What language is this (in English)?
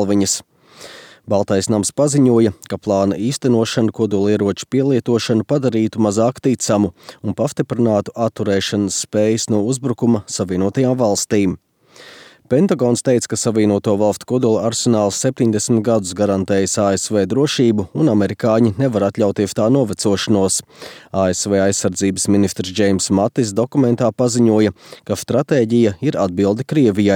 Latvian